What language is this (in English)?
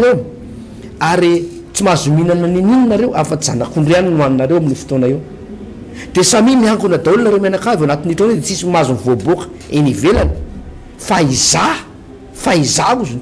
Malagasy